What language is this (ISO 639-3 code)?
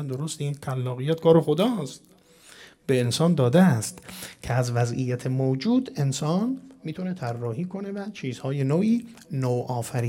fas